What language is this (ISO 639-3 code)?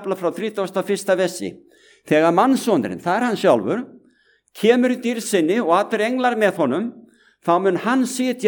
isl